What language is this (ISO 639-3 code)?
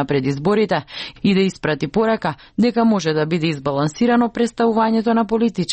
mkd